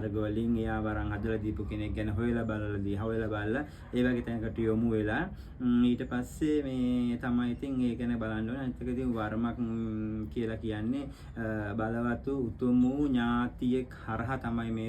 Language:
Sinhala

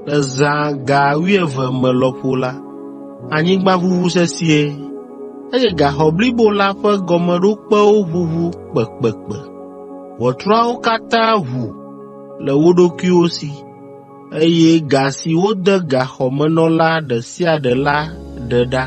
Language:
Ewe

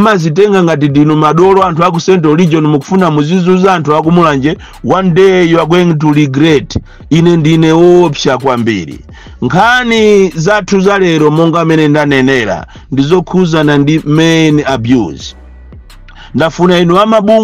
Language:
Nyanja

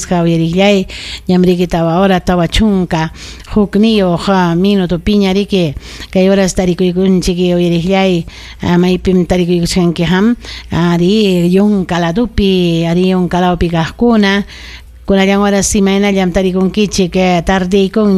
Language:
Ayacucho Quechua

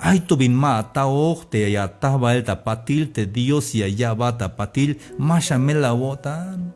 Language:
Tzeltal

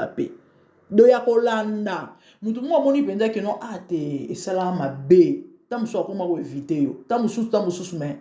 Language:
Lingala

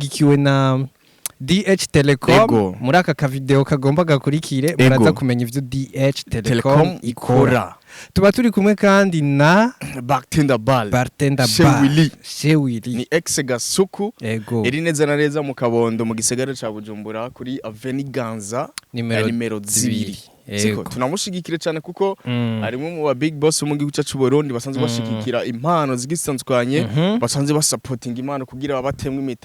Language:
Rundi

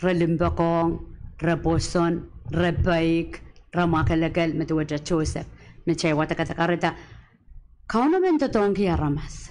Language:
Pohnpeian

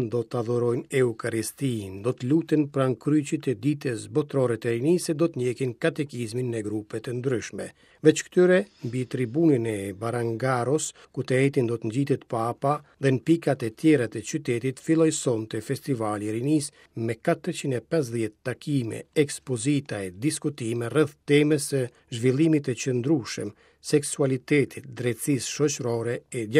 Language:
Albanian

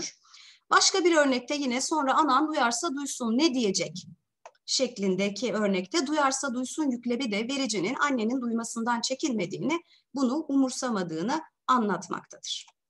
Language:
Turkish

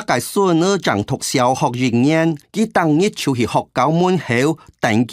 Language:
Hakka Chinese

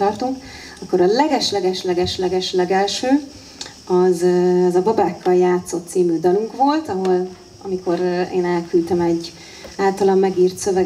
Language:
Hungarian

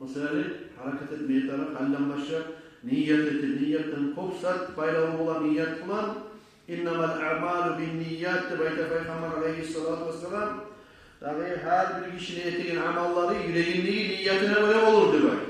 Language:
Kumyk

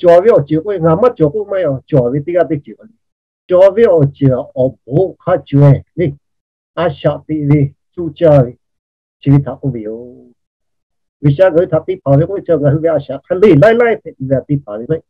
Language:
Lahu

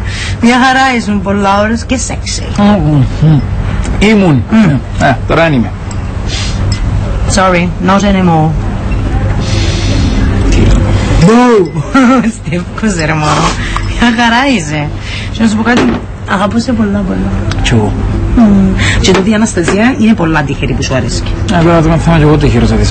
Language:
Greek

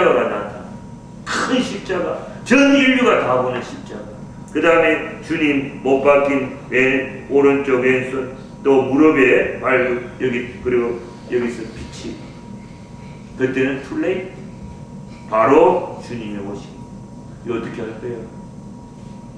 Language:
Korean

